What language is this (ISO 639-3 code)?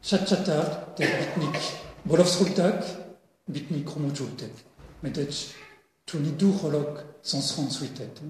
bre